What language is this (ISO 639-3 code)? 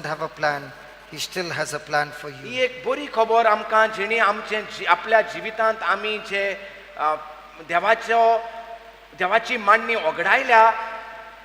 kok